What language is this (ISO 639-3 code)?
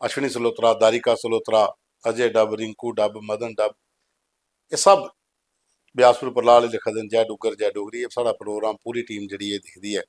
doi